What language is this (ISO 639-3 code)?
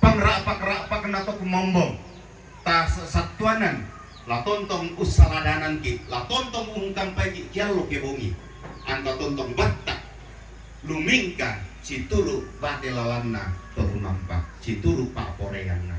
sda